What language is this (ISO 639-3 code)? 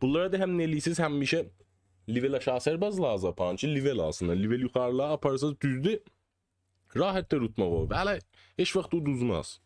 azb